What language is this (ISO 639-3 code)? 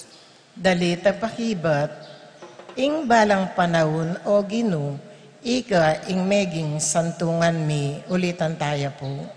pam